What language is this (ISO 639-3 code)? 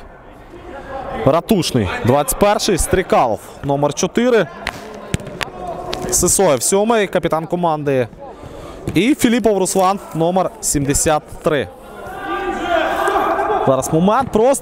ukr